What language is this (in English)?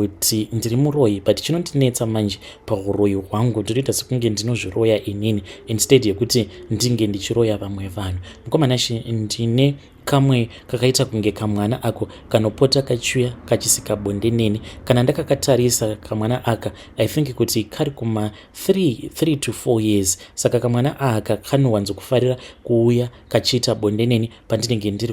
Shona